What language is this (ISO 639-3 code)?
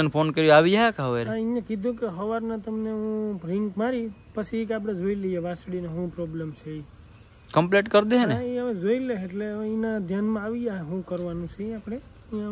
guj